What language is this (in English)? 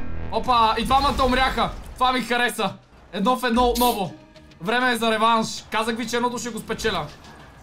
Bulgarian